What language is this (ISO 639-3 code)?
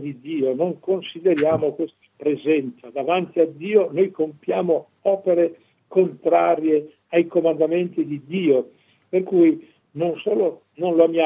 ita